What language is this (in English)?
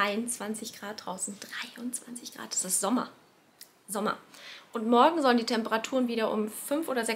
German